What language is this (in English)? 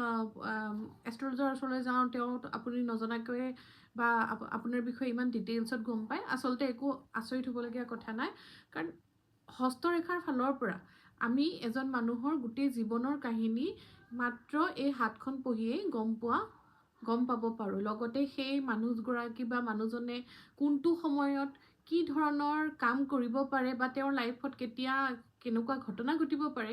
Assamese